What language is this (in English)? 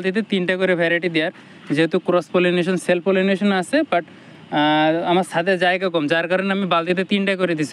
Bangla